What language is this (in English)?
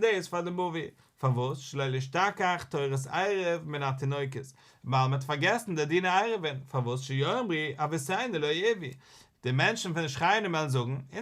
Yiddish